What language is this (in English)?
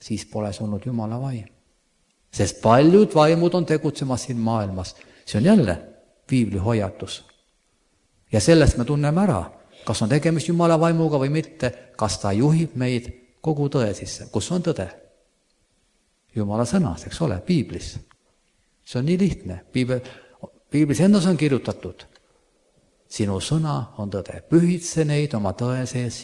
Estonian